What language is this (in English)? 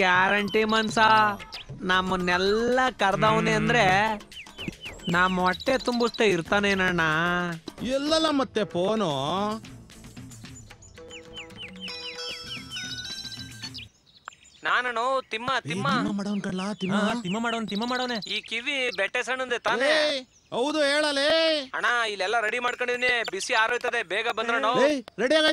Kannada